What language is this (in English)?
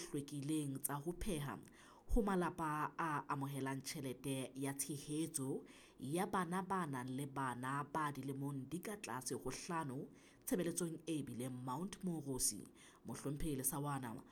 Southern Sotho